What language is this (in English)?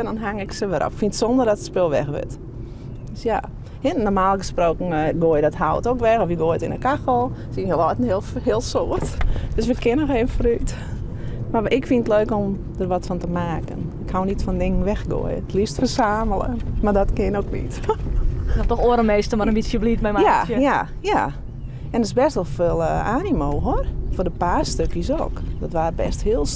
Western Frisian